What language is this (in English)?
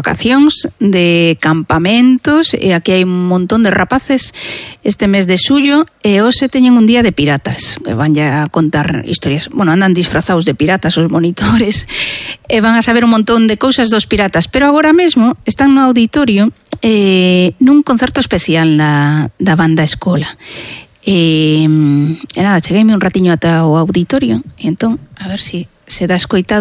Galician